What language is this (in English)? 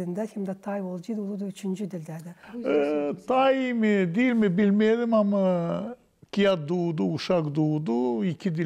Gagauz